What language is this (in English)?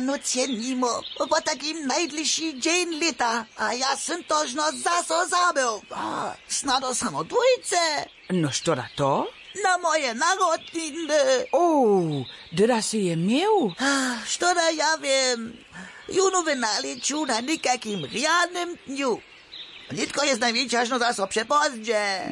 Upper Sorbian